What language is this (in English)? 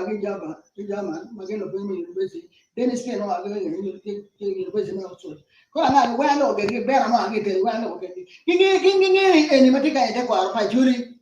Acoli